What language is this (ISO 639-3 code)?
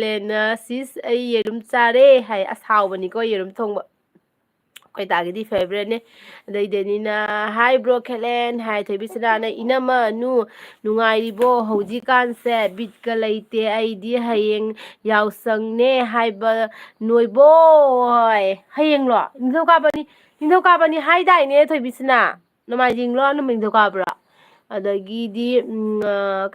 mni